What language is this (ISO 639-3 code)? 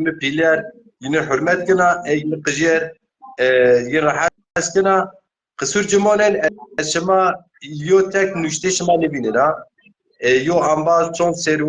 zza